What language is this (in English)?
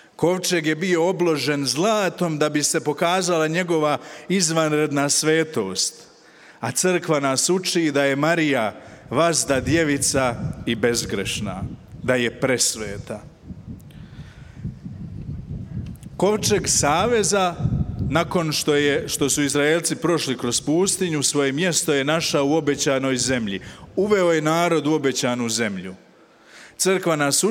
Croatian